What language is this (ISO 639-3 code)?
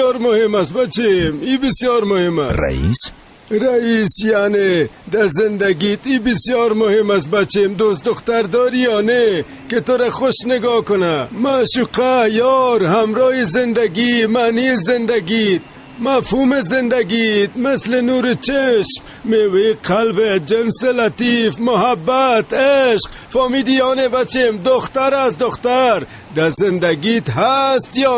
fas